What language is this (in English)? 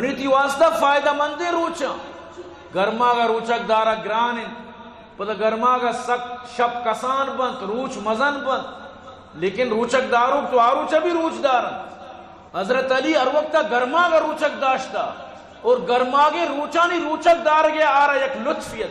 Eastern Balochi